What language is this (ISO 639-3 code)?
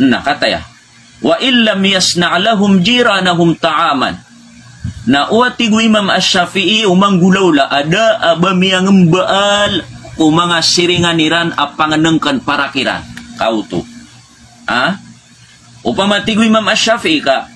mrw